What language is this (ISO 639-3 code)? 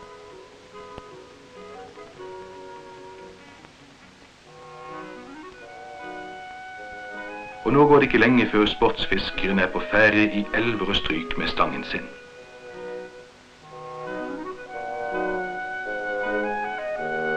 nor